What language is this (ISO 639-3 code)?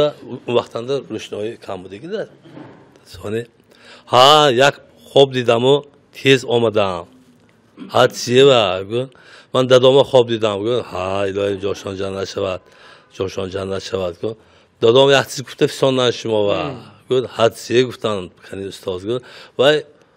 tgk